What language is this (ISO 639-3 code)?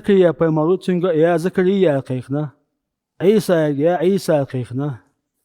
che